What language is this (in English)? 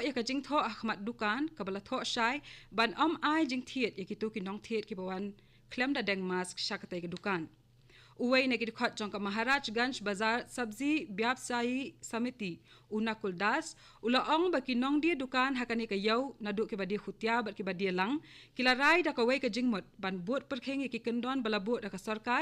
Khasi